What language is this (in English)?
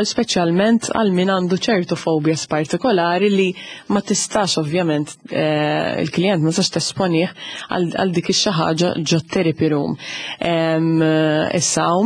Maltese